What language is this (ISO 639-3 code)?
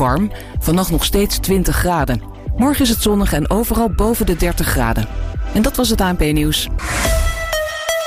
nld